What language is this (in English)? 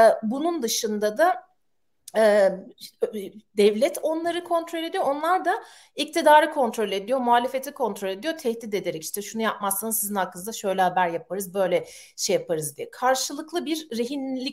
Turkish